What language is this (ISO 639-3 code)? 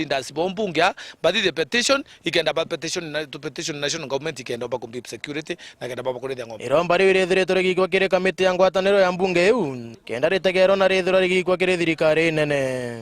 mer